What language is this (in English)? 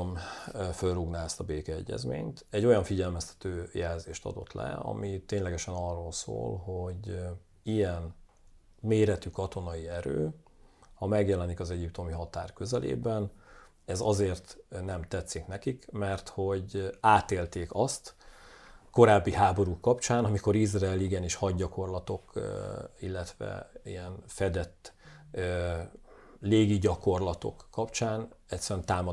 Hungarian